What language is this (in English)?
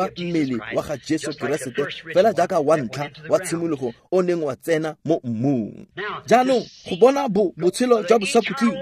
Tswana